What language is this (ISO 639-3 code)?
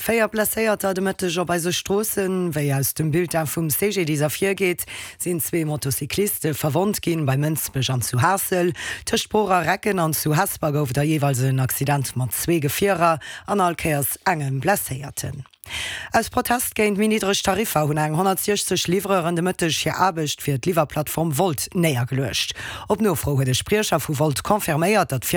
ltz